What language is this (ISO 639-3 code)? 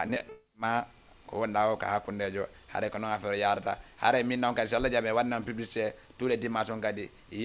ful